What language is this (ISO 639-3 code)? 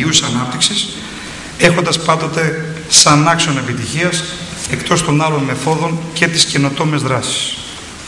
ell